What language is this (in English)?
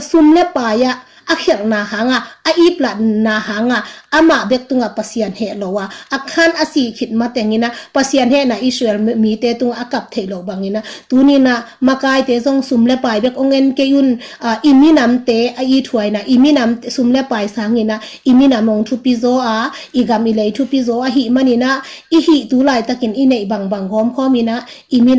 Tedim Chin